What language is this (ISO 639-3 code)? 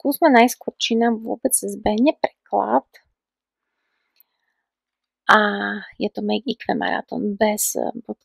slk